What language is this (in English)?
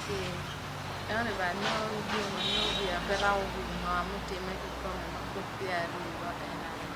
Acoli